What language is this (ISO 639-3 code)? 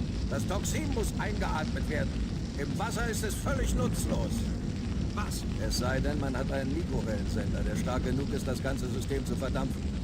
bar